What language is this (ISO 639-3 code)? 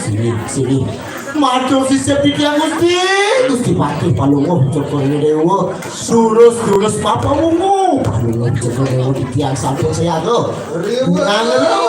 ban